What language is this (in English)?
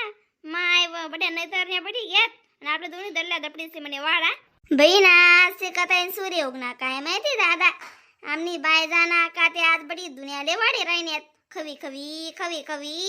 Khandesi